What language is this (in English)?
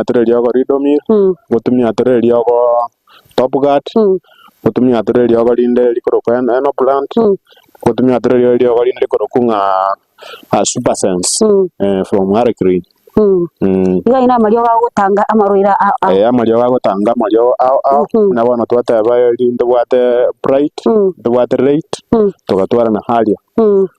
Gusii